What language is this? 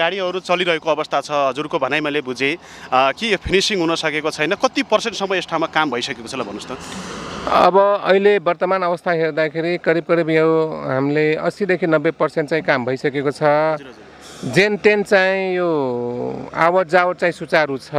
Nepali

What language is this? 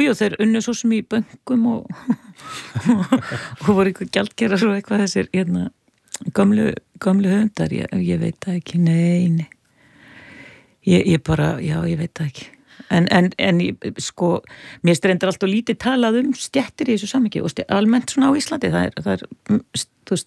Icelandic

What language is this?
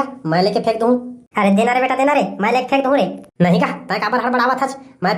Chhattisgarhi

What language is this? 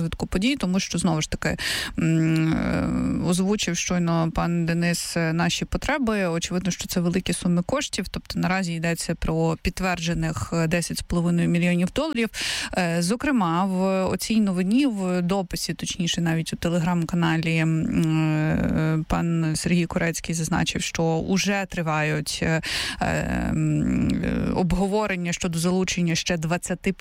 Ukrainian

